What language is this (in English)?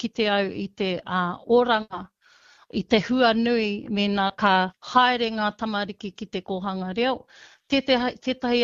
Māori